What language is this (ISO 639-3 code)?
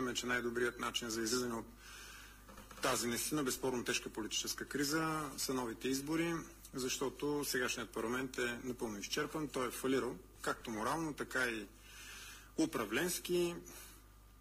bul